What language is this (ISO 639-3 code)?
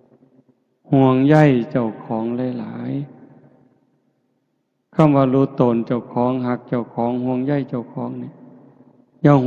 tts